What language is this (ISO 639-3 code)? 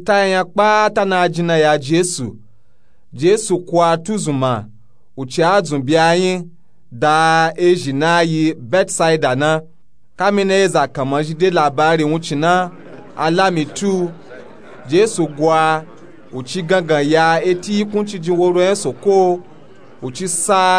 nup